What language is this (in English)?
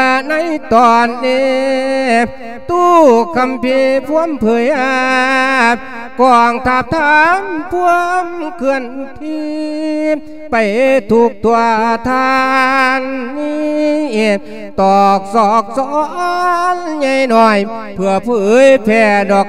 Lao